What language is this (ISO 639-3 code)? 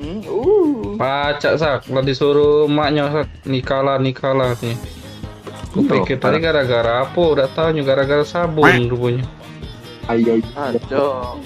mui